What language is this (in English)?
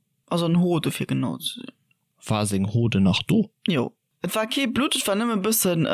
Luxembourgish